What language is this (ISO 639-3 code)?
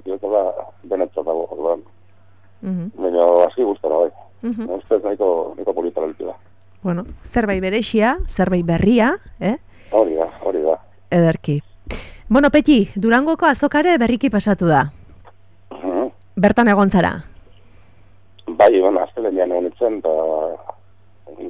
eus